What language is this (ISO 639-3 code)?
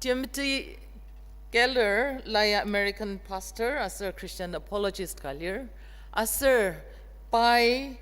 njo